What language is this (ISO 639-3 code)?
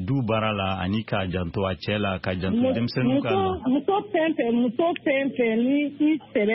bam